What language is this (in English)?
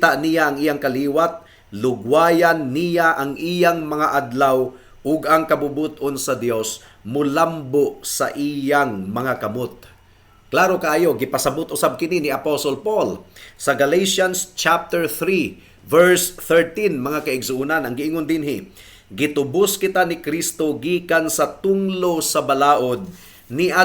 Cebuano